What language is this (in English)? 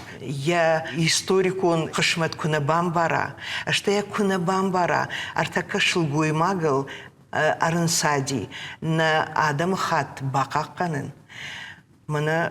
Ossetic